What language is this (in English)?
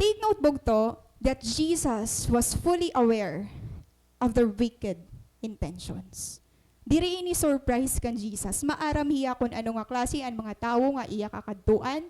Waray